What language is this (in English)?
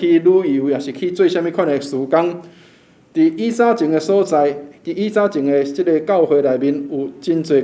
Min Nan Chinese